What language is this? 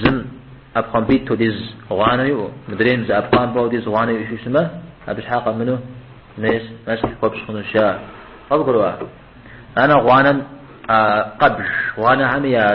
Kabardian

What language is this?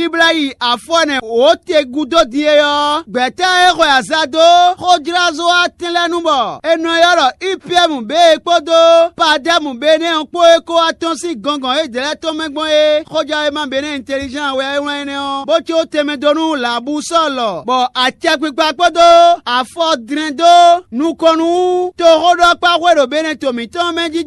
Fon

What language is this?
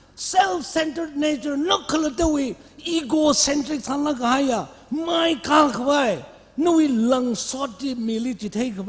Tangkhul Naga (India)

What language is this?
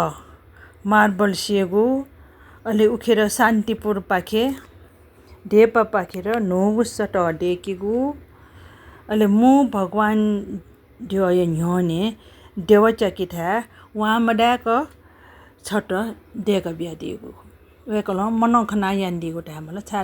Newari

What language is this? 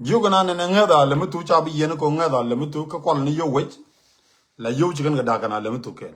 Nuer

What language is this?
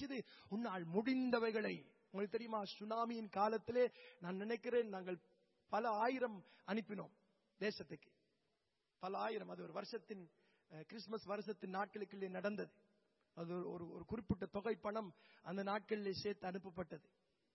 Tamil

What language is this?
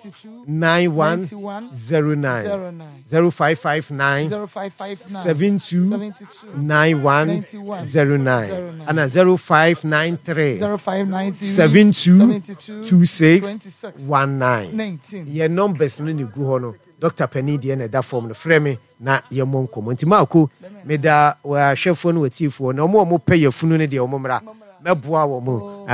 Akan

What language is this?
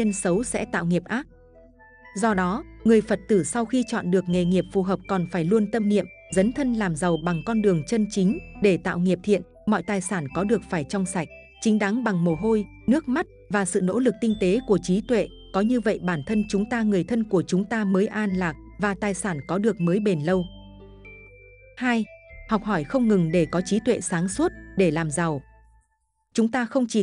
Vietnamese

